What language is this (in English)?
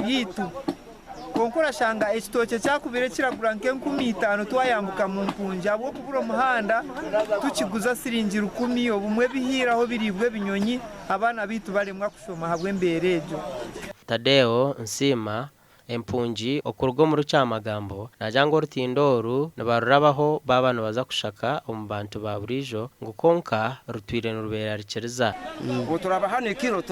Nyankole